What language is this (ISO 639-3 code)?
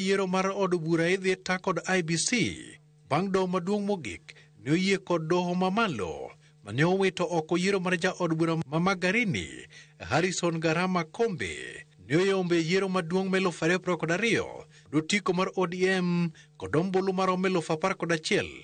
luo